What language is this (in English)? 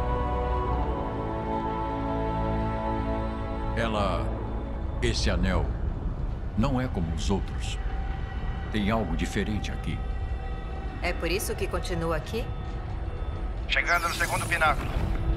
Portuguese